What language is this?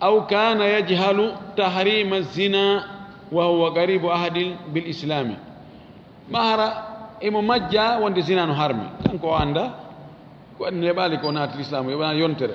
Fula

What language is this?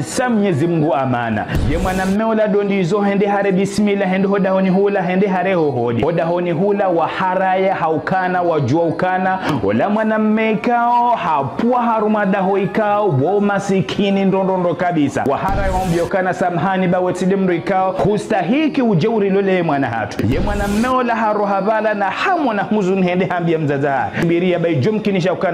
Ngazidja Comorian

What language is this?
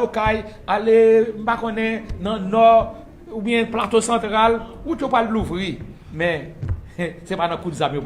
Haitian Creole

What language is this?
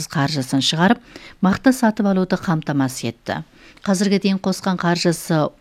Kazakh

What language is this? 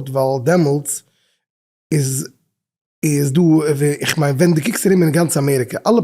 Yiddish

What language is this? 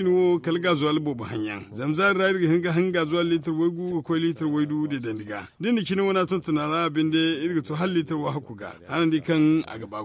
Zarma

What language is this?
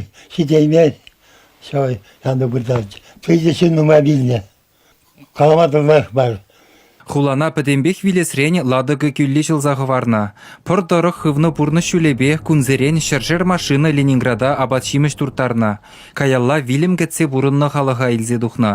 Chuvash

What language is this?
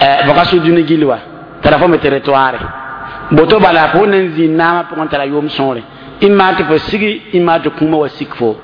Mossi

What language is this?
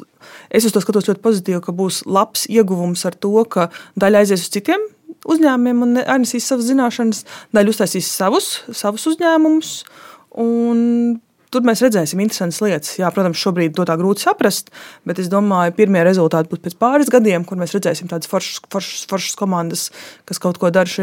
Latvian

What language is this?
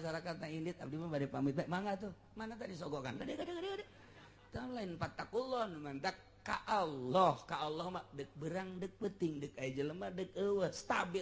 Sundanese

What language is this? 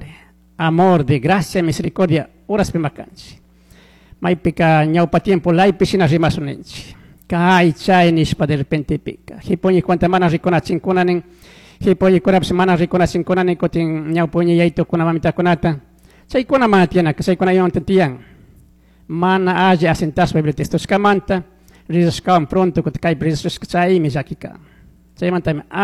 Chimborazo Highland Quichua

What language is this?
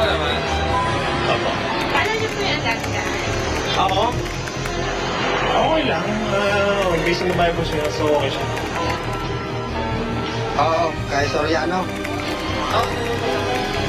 Filipino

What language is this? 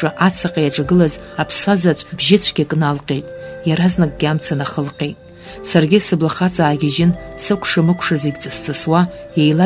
Abkhazian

